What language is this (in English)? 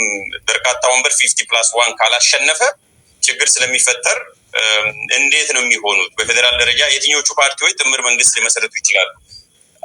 Amharic